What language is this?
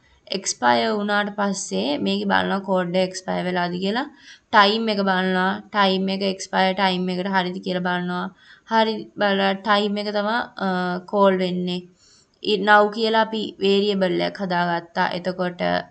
Sinhala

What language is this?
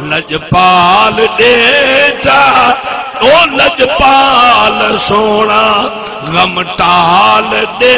Saraiki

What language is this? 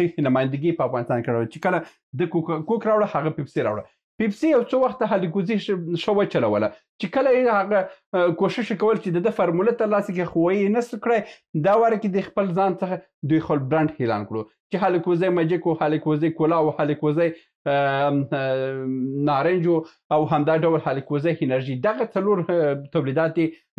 Pashto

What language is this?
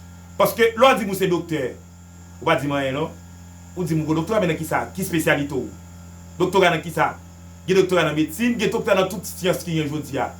Haitian Creole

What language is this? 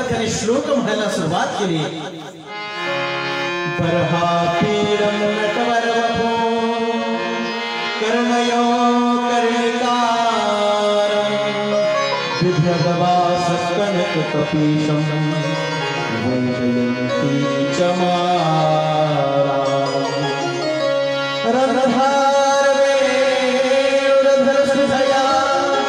Marathi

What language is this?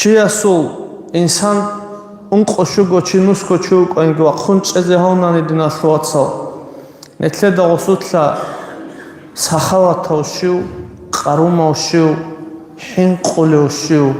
Avaric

